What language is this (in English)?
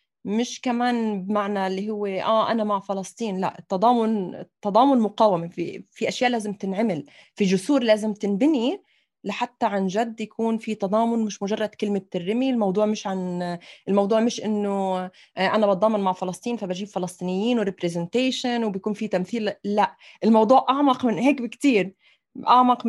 North Levantine Arabic